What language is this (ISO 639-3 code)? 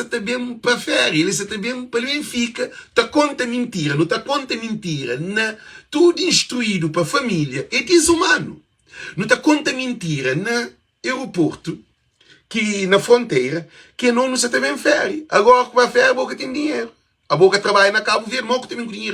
kea